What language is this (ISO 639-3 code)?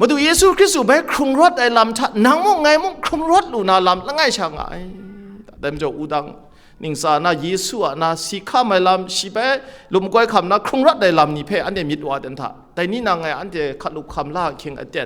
kac